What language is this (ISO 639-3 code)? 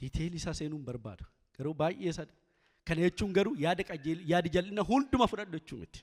orm